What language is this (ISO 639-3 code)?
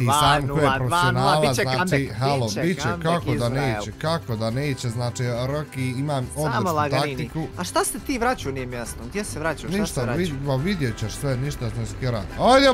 bos